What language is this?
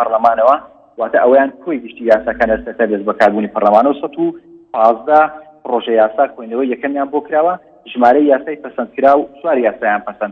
Central Kurdish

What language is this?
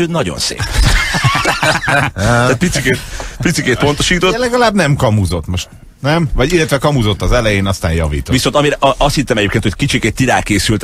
Hungarian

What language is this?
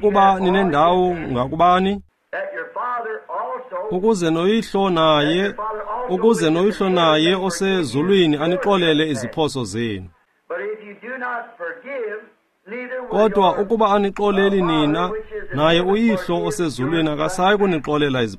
Xhosa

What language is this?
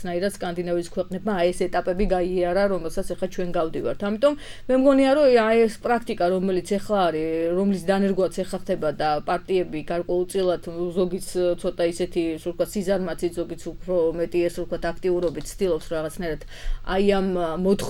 Georgian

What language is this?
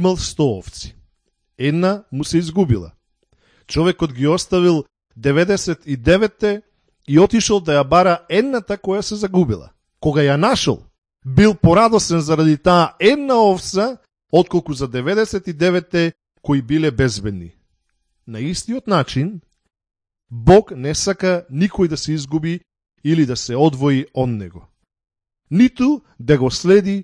Macedonian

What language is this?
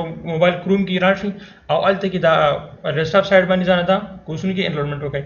Pashto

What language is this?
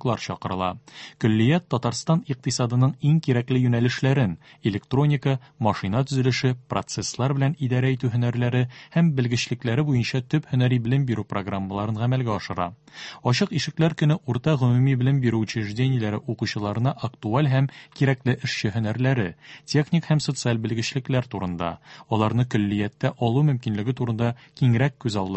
Tatar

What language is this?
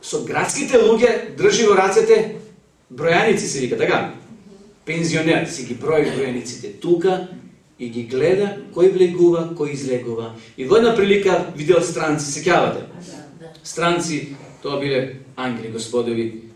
Macedonian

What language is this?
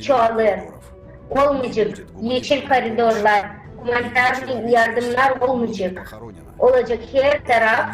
Gagauz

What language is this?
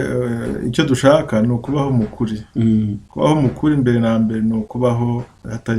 Kinyarwanda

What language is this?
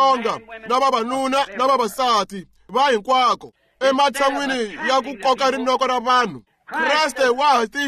Tsonga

